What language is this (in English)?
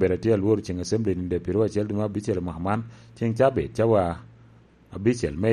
Lango (Uganda)